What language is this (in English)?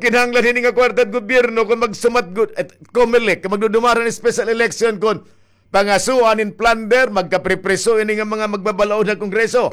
Waray